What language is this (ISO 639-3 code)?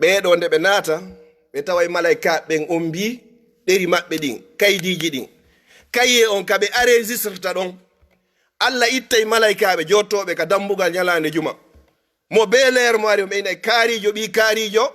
ful